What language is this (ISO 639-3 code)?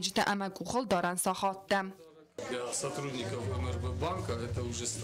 oss